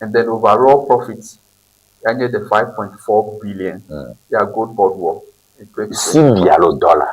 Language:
Ewe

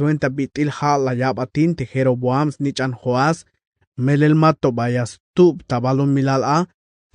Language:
Tzeltal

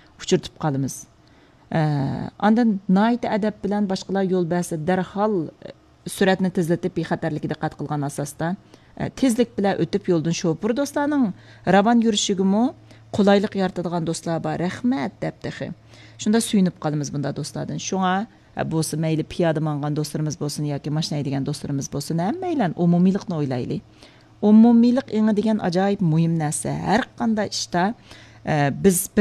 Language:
Uyghur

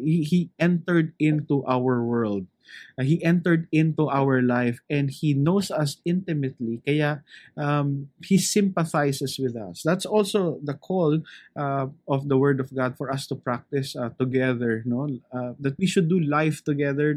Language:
Filipino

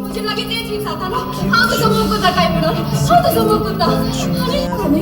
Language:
Konkani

